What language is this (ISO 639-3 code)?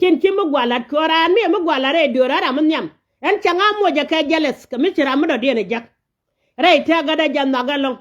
nus